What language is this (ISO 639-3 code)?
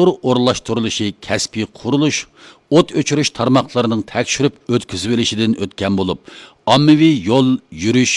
uig